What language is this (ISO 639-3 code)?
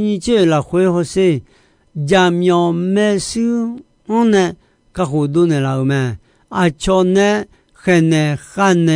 ahk